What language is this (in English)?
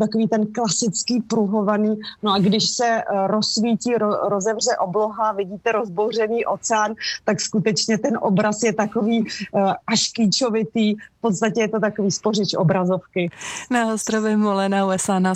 Czech